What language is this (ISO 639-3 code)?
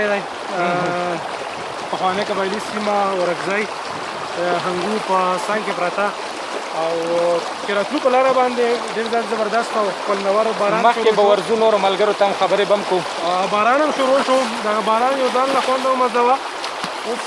pus